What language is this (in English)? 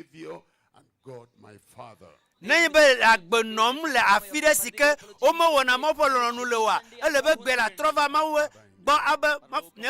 Ewe